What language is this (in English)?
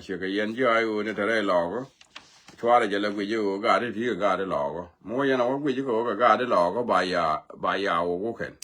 Nuer